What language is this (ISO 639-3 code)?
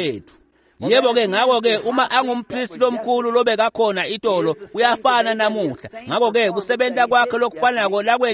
ssw